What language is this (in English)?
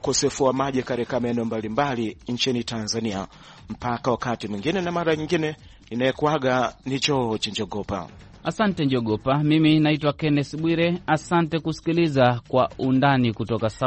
Swahili